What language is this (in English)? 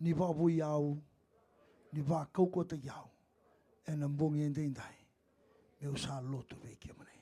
Fijian